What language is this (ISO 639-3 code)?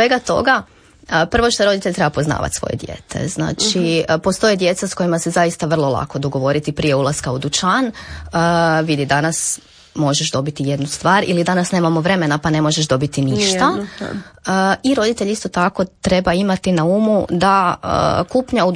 hrv